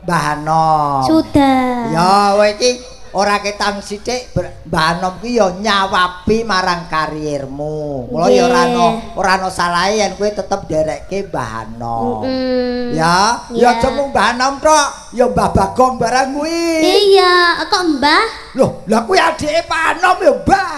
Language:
Javanese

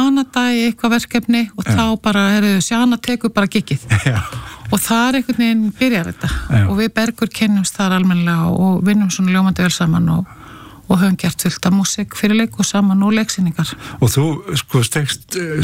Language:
Icelandic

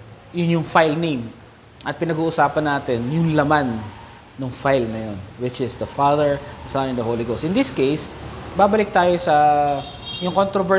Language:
Filipino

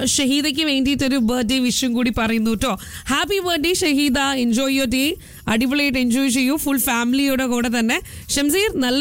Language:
Malayalam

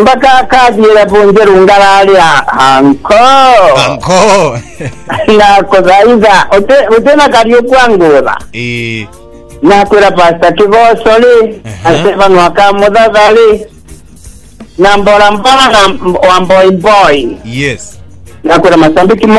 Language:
Swahili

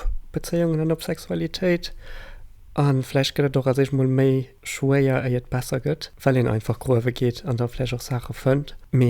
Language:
Luxembourgish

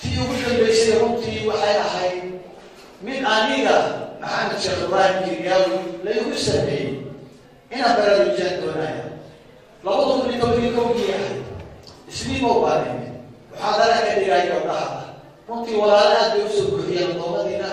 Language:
Somali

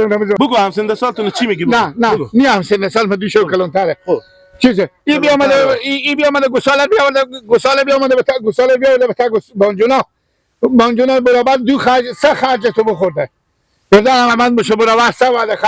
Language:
Hazaragi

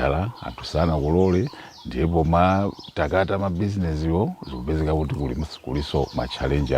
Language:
Nyanja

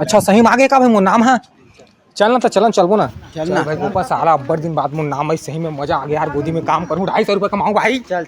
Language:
Chhattisgarhi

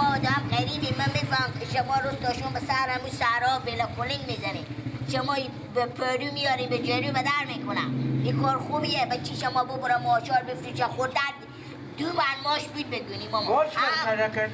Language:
Persian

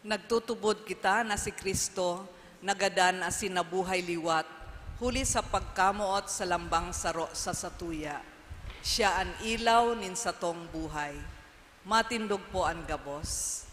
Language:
Bikol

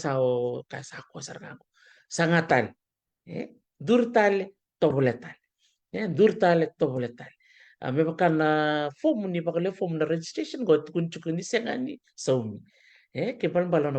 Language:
Fijian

